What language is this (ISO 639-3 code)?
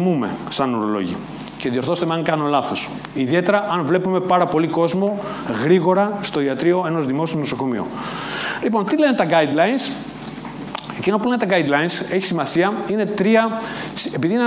ell